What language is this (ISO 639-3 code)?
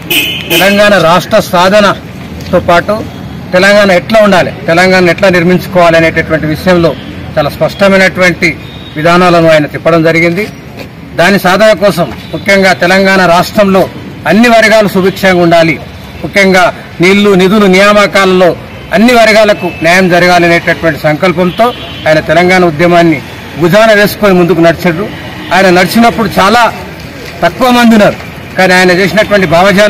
tel